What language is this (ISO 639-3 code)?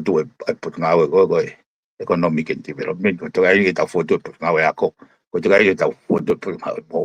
ton